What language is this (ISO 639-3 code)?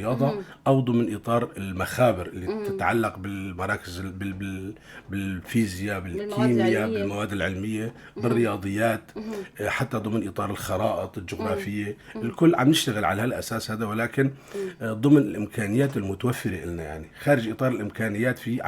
apc